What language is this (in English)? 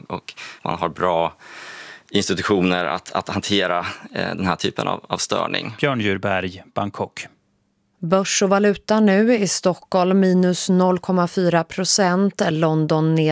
Swedish